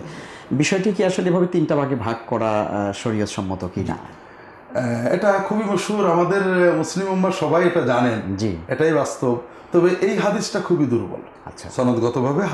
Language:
Bangla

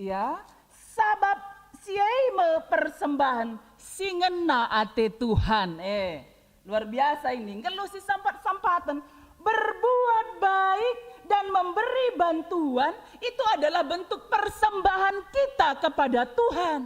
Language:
Batak Karo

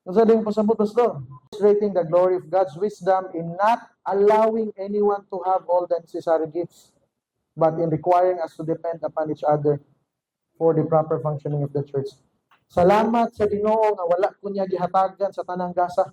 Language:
Cebuano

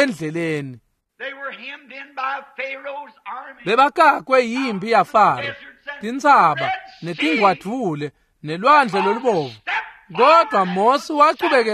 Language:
Swati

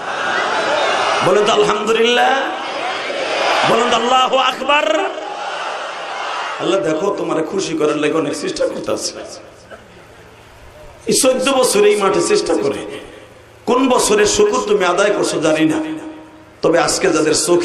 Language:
Bangla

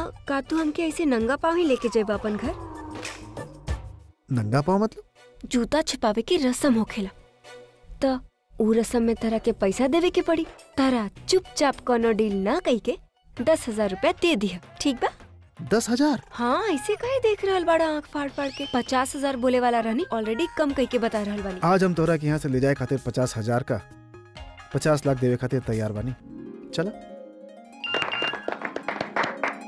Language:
Bhojpuri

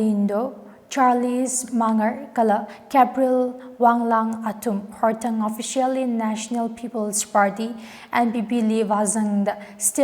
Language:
Tangkhul Naga (India)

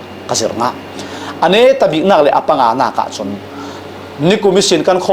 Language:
Falam Chin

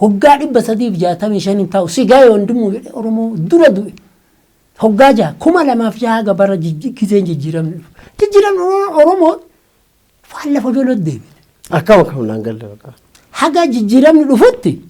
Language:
Oromo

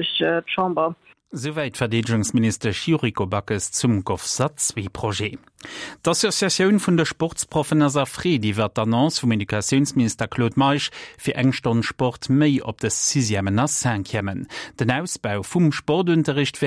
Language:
Luxembourgish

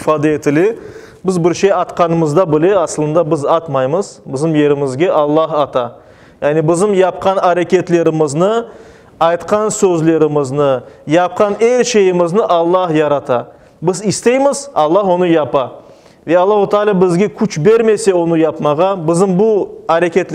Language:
Crimean Tatar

